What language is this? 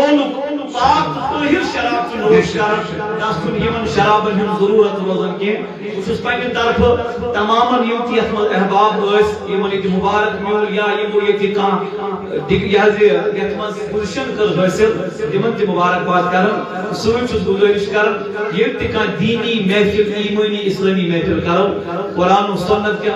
Kashmiri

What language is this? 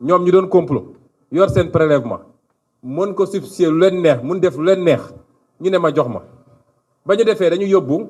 Wolof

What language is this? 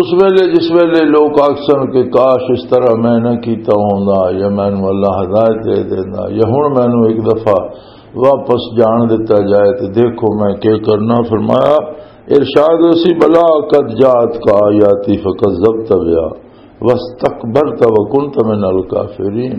Western Panjabi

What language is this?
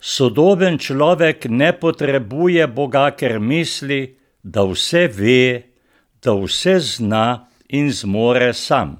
Slovenian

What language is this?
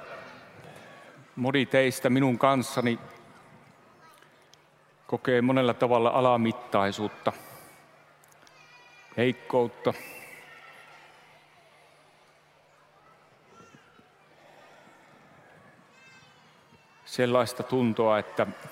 Finnish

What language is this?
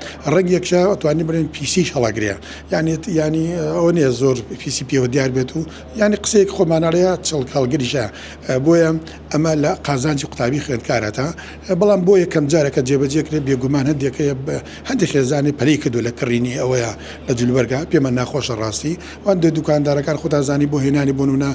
Central Kurdish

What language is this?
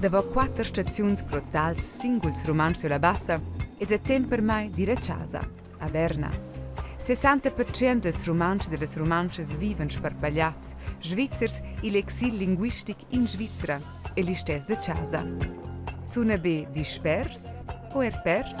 Romansh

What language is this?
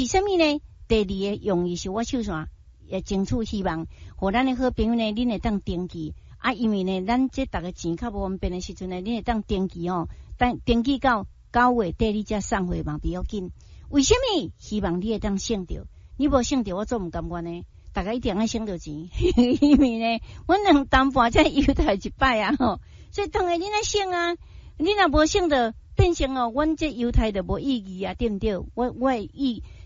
Min Nan Chinese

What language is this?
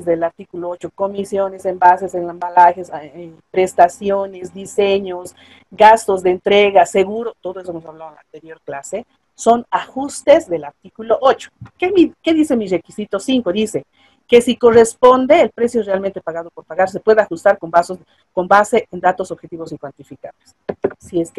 Spanish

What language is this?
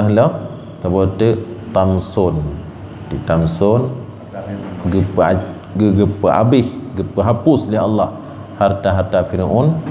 Achinese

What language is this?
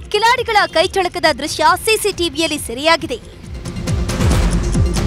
Kannada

